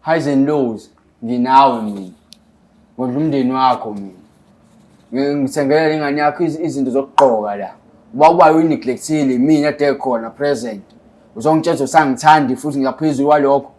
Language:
Zulu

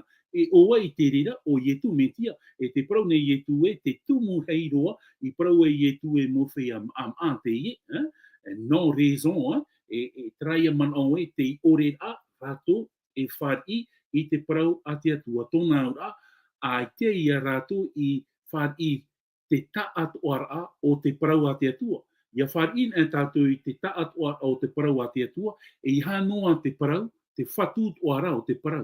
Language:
Tahitian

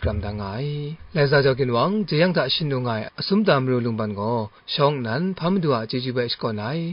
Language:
Kachin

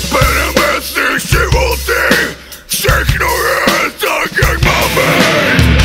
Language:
Czech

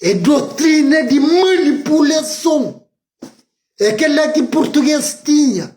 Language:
Kabuverdianu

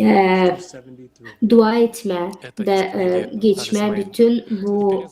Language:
Gagauz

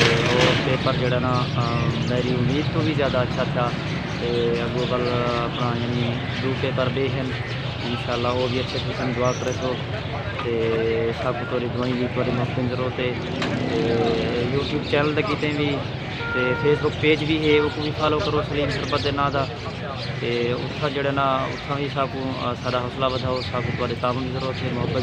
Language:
Saraiki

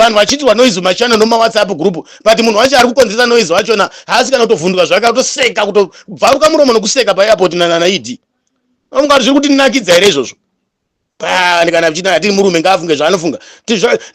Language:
Shona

